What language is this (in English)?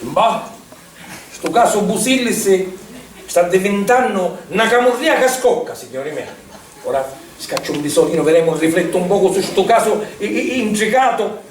Sicilian